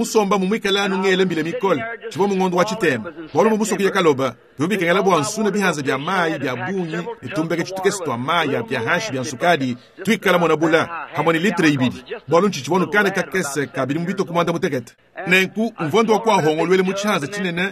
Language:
Luba-Lulua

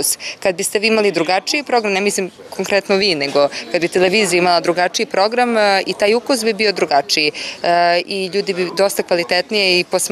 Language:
Serbian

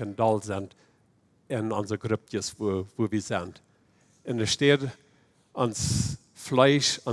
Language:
Plautdietsch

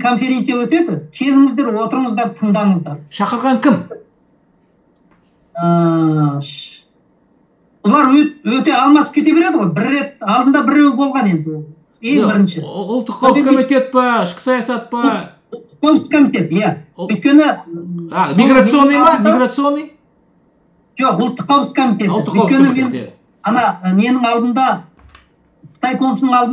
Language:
Kazakh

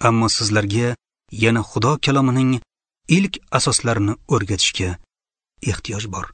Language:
Uzbek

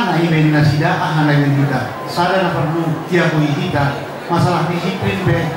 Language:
Batak Simalungun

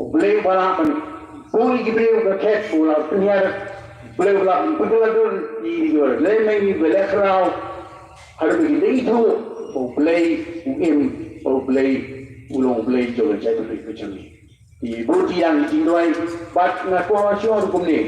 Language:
Khasi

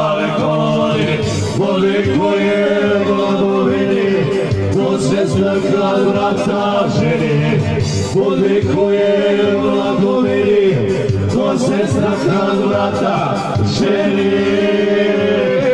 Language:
Croatian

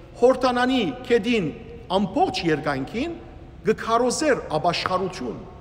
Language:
Western Armenian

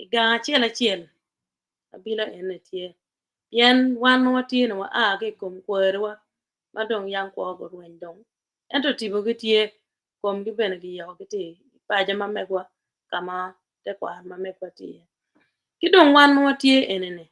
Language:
Acoli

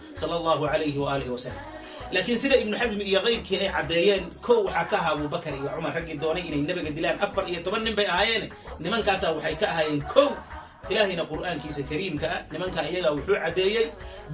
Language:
Somali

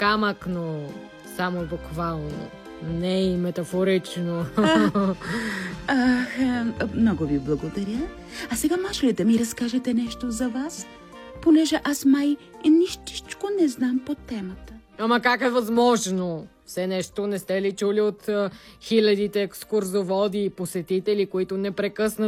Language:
Bulgarian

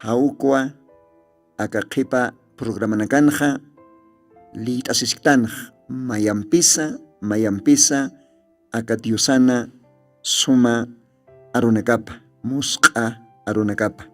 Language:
Aymara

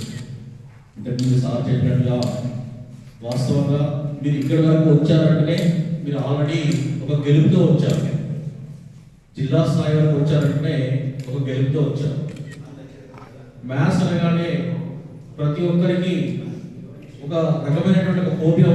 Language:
Telugu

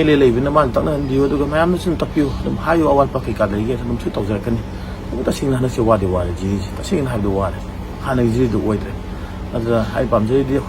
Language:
Manipuri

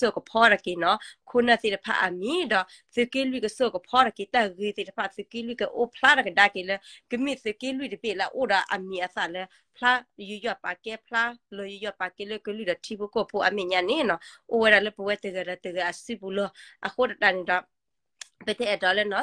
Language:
S'gaw Karen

